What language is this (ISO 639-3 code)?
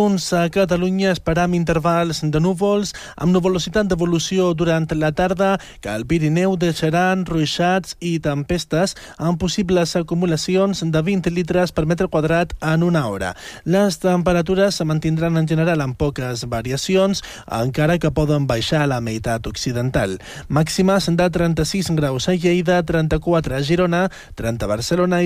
cat